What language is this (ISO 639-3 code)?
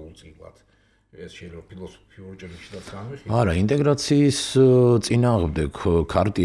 kat